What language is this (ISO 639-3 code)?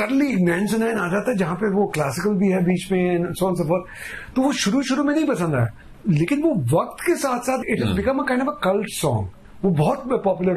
hin